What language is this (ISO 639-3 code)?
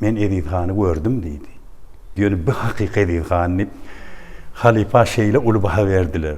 tuk